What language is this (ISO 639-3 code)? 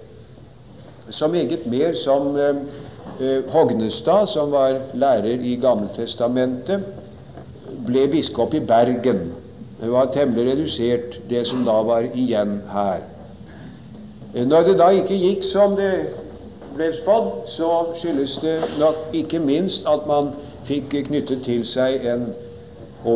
nor